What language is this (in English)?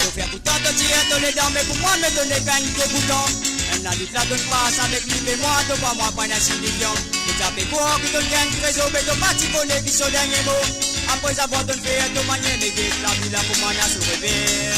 Morisyen